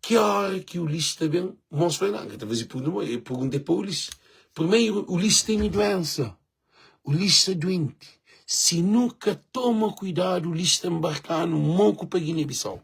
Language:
Kabuverdianu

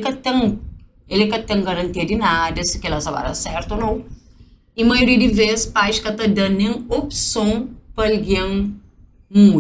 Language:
Kabuverdianu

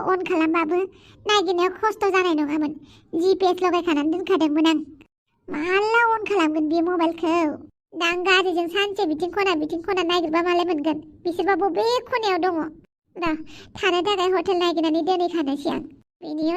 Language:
Bodo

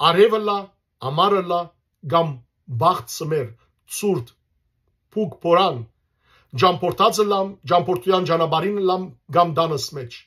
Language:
Western Armenian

